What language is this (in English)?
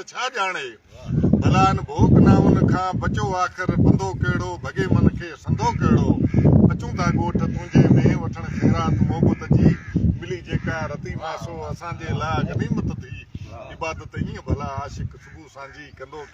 Sindhi